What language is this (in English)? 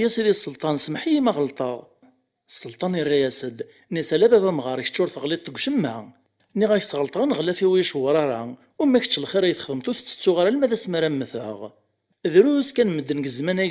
Kabyle